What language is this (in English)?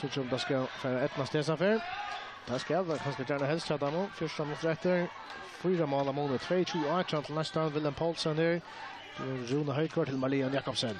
Faroese